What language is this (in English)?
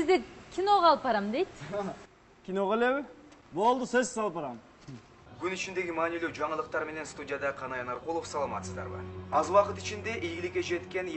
Kyrgyz